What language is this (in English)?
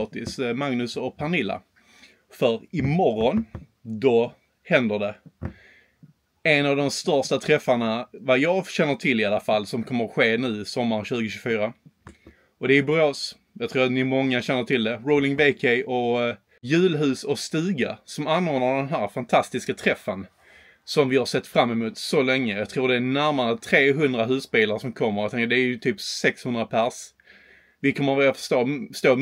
Swedish